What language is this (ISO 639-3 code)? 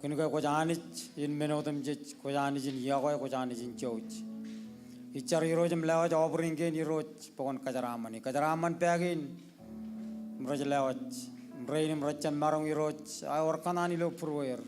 mah